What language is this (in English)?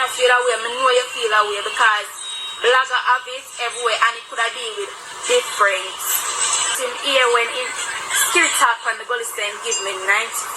Jamaican Creole English